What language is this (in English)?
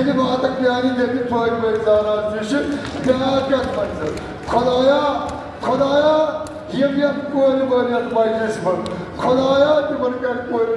Kashmiri